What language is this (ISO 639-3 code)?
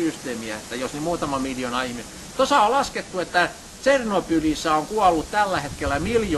fin